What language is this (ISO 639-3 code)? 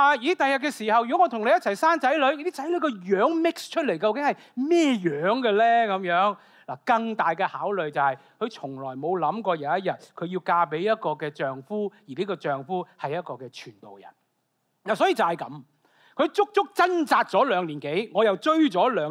yue